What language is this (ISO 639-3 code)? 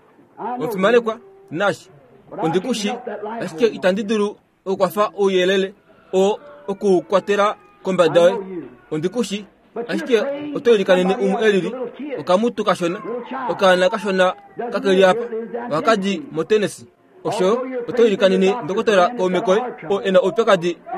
kua